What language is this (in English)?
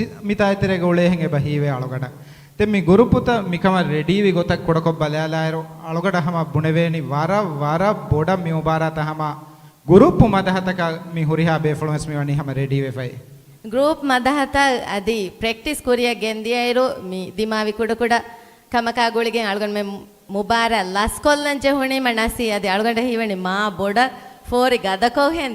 Divehi